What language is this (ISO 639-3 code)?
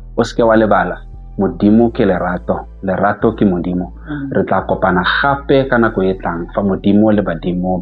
tsn